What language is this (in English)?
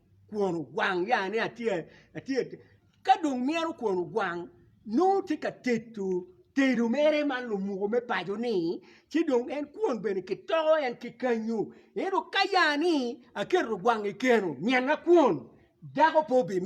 Acoli